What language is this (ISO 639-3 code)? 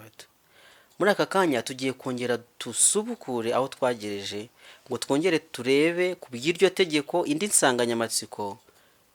kin